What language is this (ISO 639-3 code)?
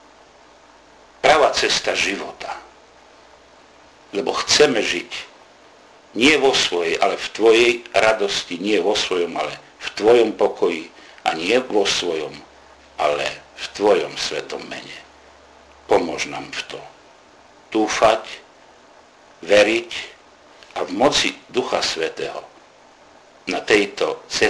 slk